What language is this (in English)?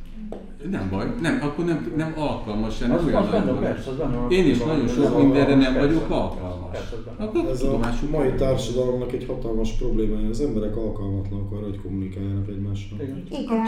Hungarian